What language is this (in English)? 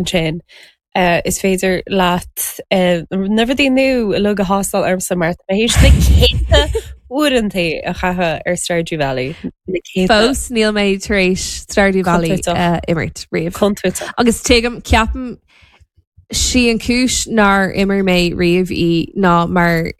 Irish